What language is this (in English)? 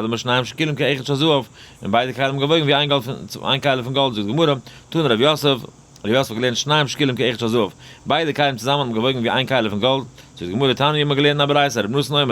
Yiddish